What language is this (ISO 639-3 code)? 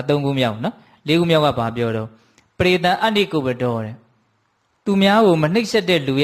mya